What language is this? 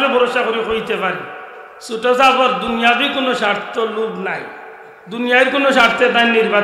Sylheti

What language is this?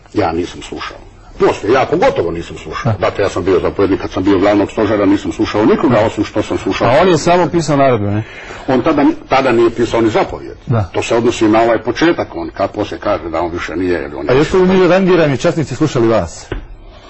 Croatian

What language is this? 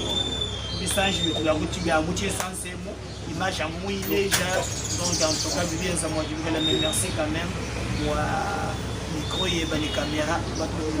Luba-Lulua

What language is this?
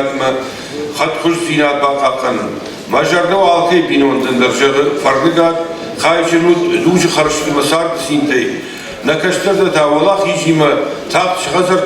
Ossetic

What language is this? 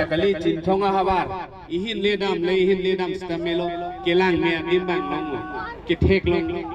Karbi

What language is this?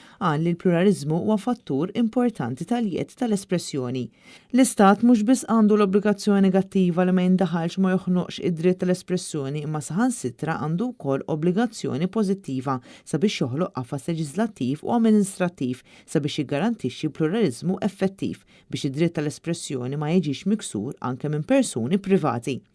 Maltese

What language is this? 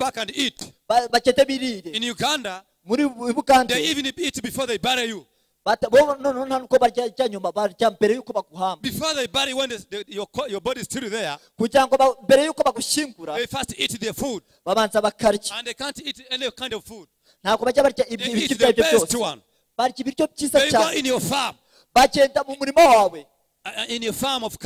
Kinyarwanda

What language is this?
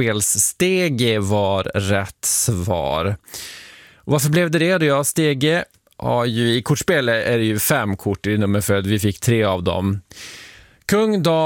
Swedish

